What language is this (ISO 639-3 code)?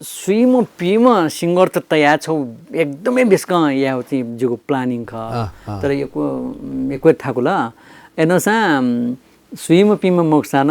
new